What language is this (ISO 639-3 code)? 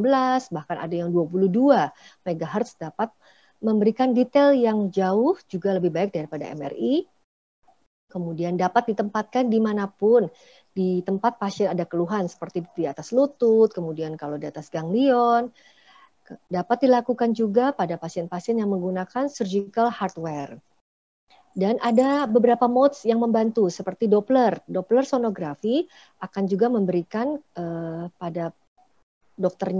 ind